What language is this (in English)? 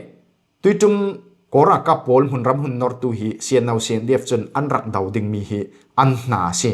Falam Chin